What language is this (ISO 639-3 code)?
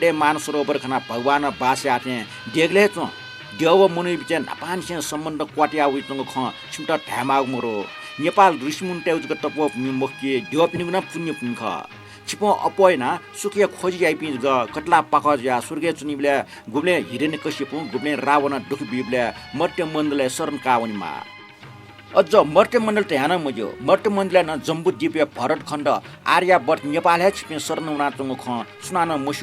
new